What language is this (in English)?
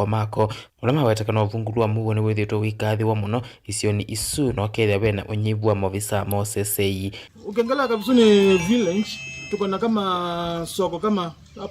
Kamba